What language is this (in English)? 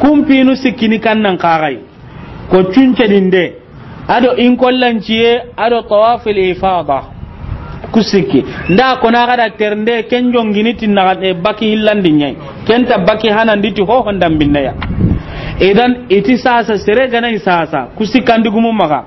Soninke